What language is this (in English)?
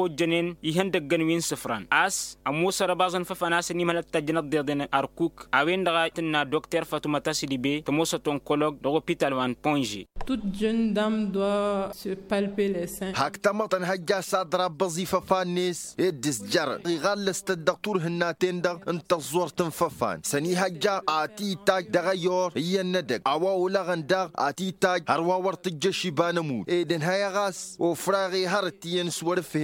Tamasheq